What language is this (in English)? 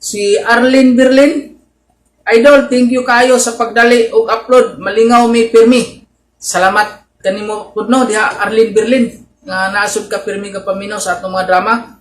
Cebuano